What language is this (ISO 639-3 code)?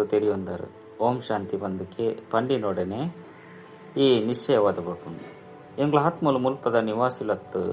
tcy